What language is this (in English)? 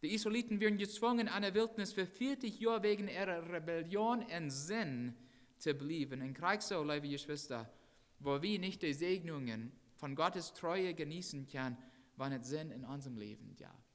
Plautdietsch